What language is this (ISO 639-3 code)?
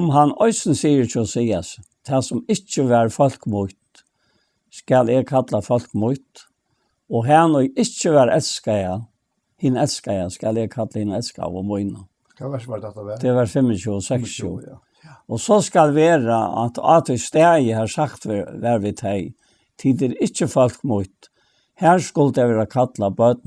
fao